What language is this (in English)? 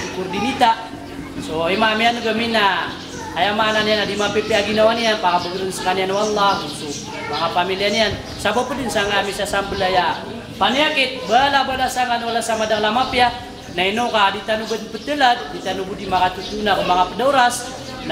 Maranao